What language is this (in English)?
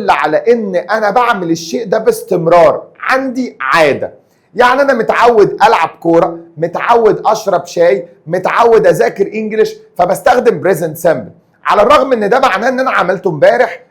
Egyptian Arabic